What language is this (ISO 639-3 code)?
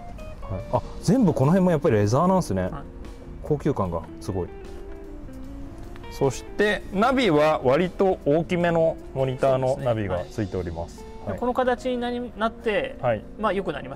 jpn